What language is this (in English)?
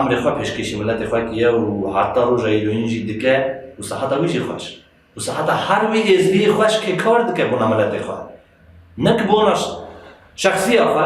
Kurdish